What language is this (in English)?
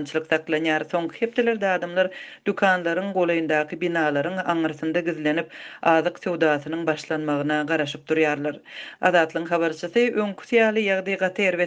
Turkmen